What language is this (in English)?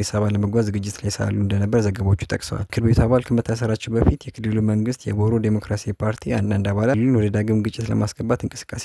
Amharic